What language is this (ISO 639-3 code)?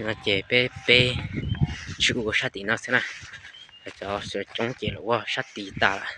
hmn